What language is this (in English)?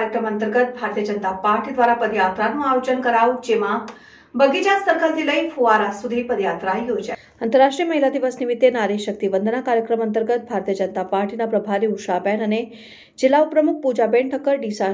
Gujarati